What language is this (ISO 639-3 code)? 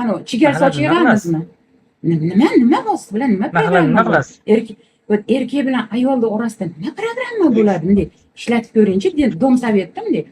uzb